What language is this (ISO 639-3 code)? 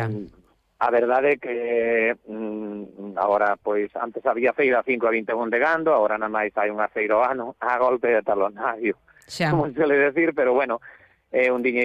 glg